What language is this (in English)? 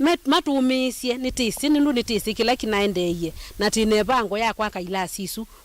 Kamba